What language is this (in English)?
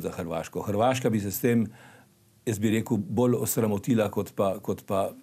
Slovenian